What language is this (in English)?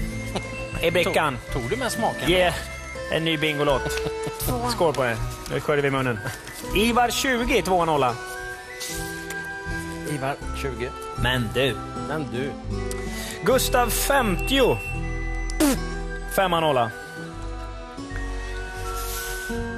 Swedish